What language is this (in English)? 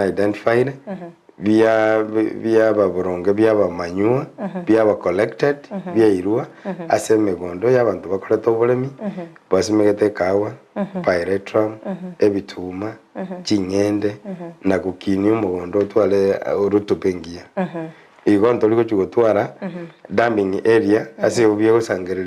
Gusii